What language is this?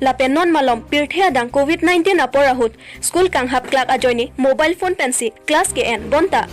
Karbi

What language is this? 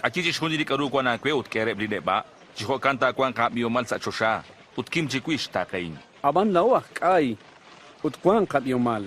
Kekchí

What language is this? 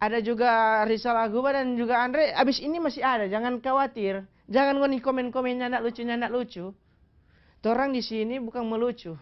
Manado Malay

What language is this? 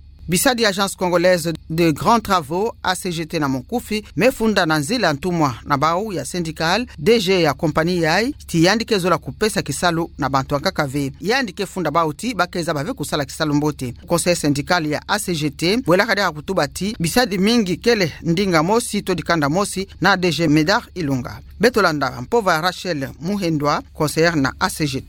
Kituba (Democratic Republic of Congo)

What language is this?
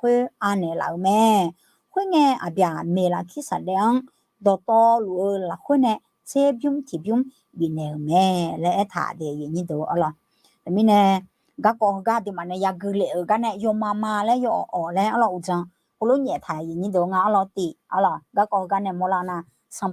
Akha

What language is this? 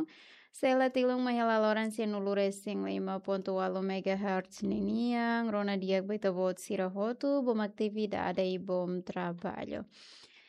Tetum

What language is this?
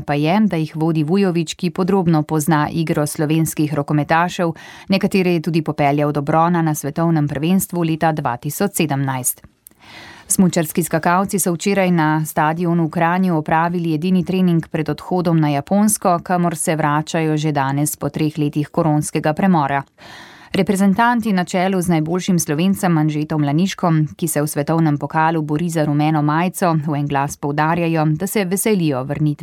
Slovenian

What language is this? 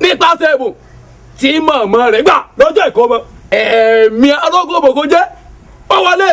Yoruba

